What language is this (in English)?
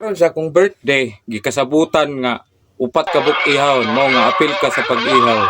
Cebuano